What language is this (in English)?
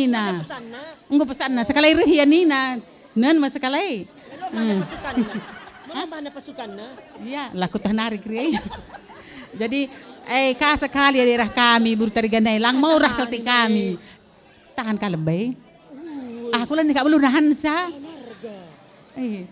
Batak Karo